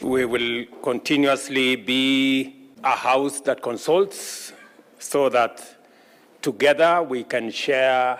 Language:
Gusii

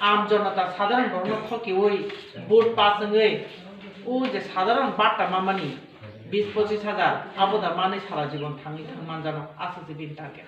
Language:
Kok Borok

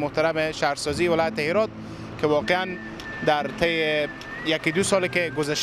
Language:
Persian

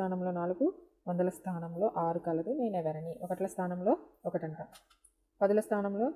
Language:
Telugu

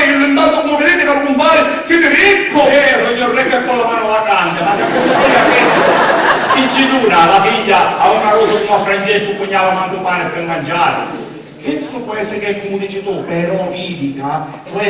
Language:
Sicilian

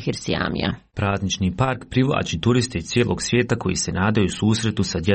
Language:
Croatian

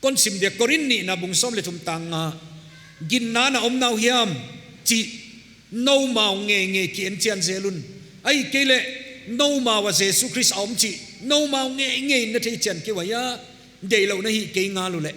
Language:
Paite Chin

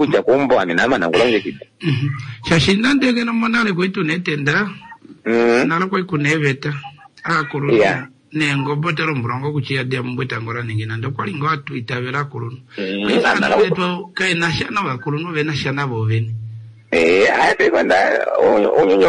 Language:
Kuanyama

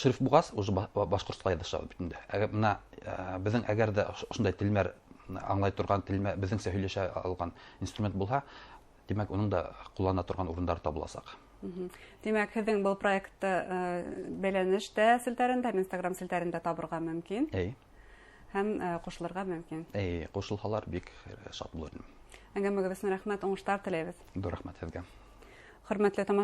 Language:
Bashkir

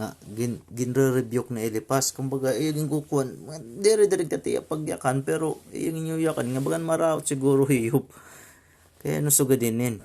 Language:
Waray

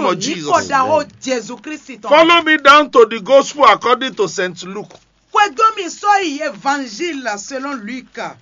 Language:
Fon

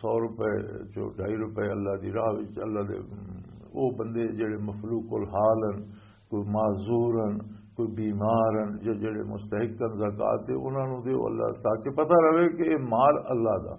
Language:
Western Panjabi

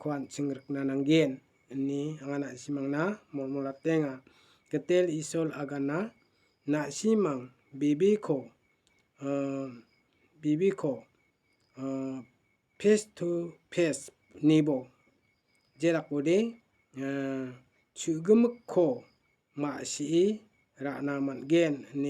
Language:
Garo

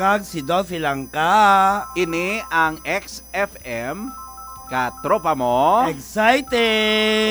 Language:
Hiligaynon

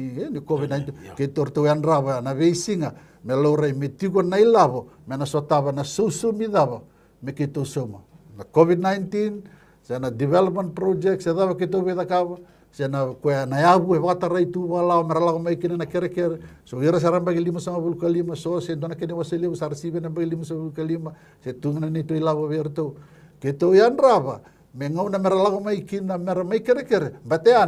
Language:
Fijian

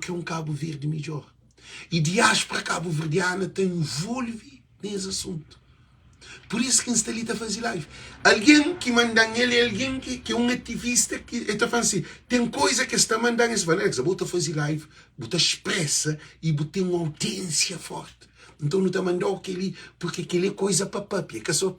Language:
Kabuverdianu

